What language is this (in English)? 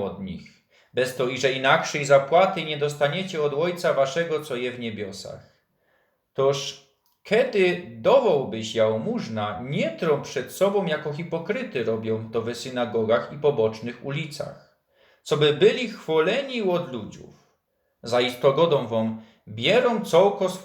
Silesian